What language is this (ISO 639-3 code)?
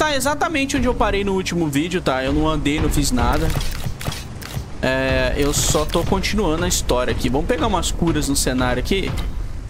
por